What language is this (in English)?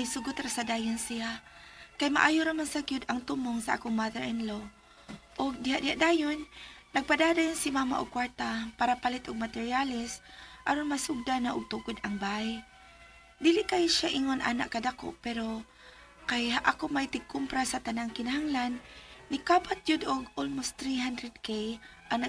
Cebuano